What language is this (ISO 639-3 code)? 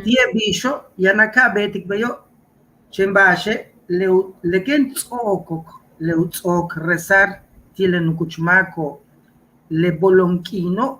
yua